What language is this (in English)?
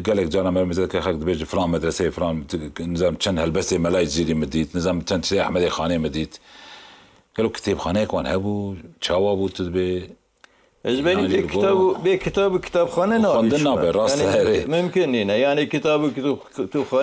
Kurdish